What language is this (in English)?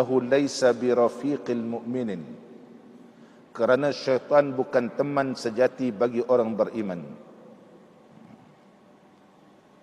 Malay